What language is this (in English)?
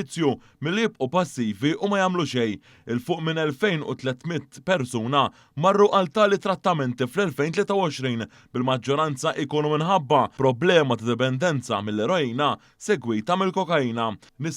Maltese